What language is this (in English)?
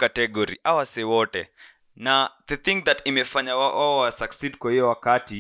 Swahili